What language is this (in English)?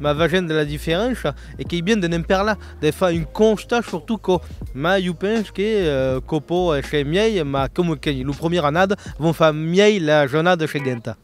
Occitan